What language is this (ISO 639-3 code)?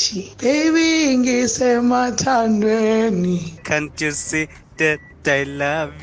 nbl